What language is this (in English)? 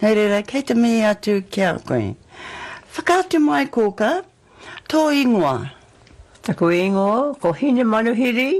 Māori